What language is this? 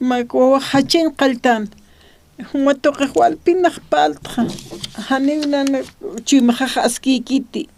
Aymara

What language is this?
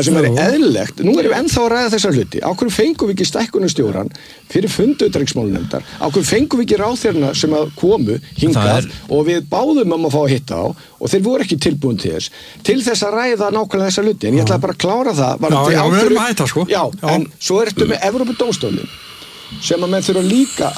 Icelandic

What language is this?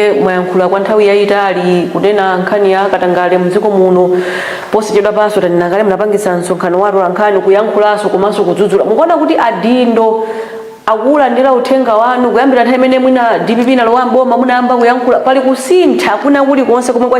Nyanja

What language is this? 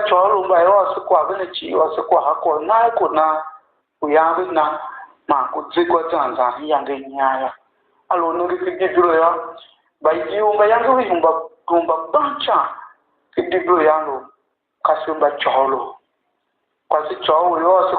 Tiv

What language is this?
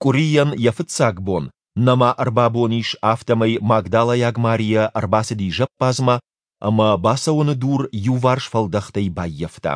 Ossetic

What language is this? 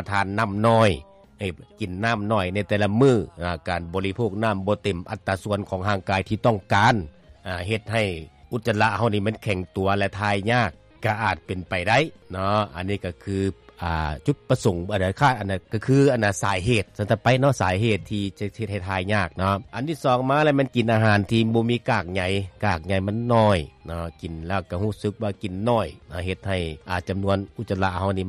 Lao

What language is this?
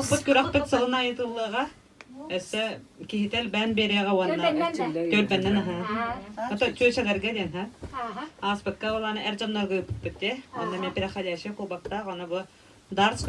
Yakut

